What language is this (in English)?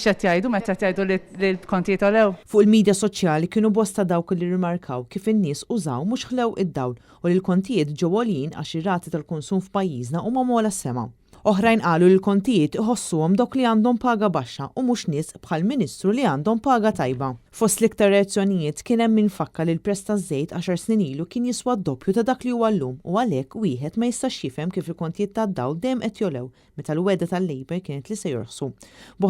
Maltese